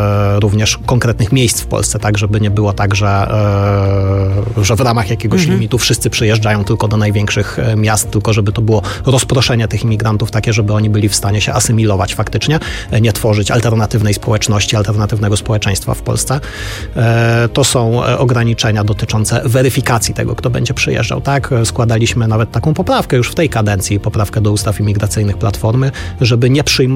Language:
Polish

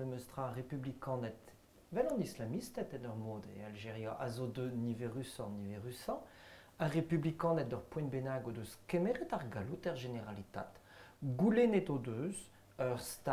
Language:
Breton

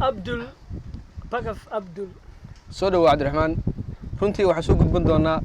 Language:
Somali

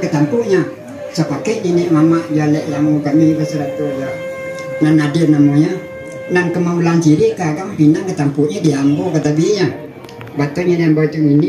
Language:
Minangkabau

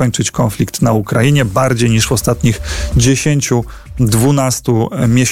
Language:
Polish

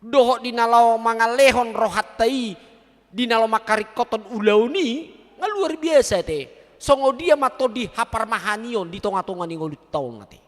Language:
Batak Toba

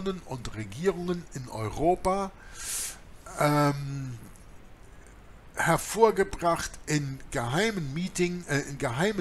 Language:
German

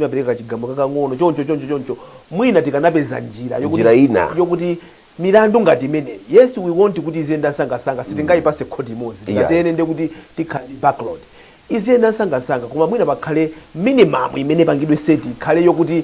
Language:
Nyanja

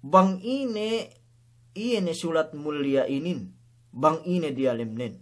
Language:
Yakan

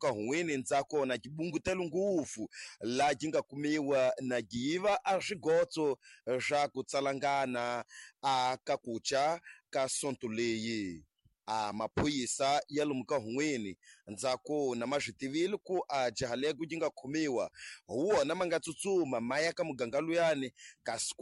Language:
Tsonga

